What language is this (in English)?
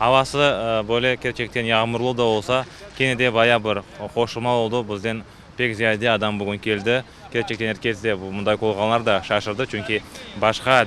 Crimean Tatar